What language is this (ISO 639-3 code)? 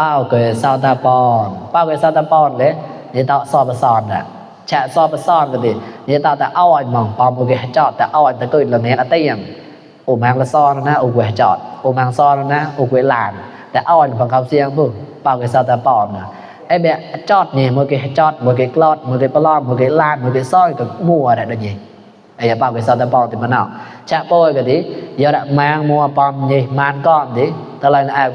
mnw